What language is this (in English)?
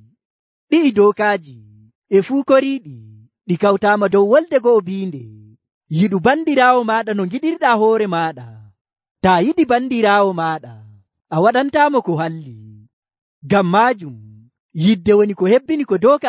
Nigerian Fulfulde